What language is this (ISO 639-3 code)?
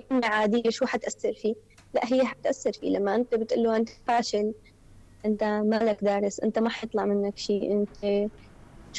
apc